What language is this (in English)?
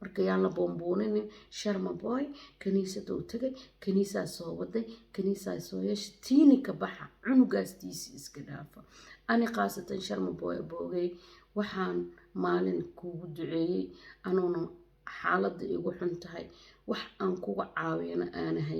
Somali